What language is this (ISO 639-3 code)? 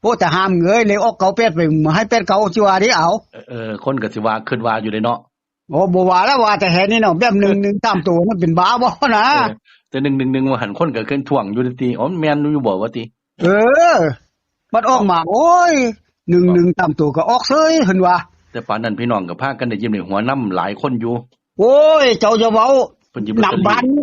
tts